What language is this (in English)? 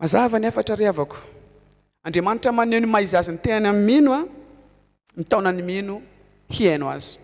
Malagasy